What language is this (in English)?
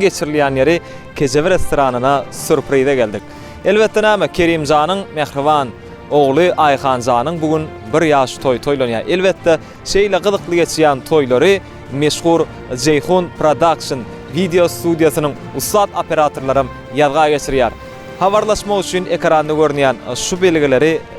Turkmen